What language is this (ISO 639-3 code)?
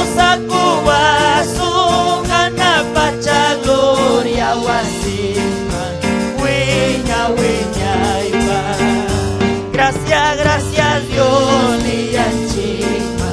quy